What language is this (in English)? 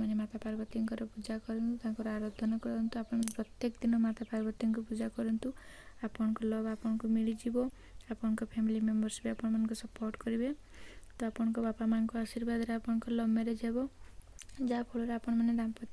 Odia